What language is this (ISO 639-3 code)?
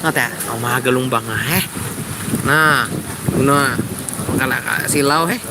bjn